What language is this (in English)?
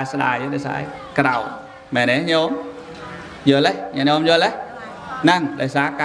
Khmer